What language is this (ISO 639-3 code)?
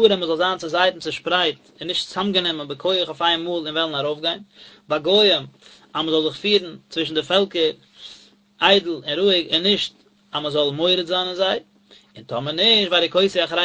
yid